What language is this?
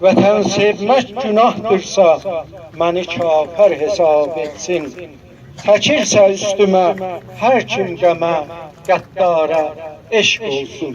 South Azerbaijani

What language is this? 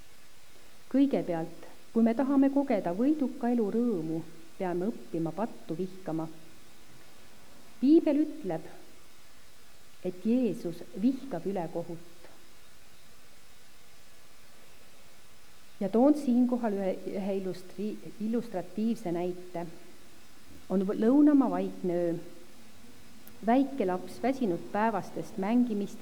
Estonian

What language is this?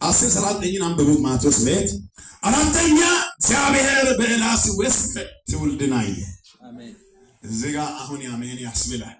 Amharic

